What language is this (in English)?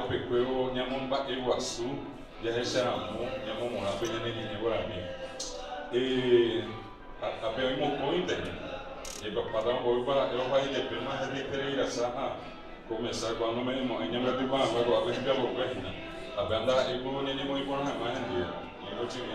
Guarani